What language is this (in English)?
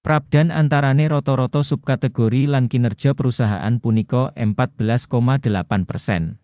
Javanese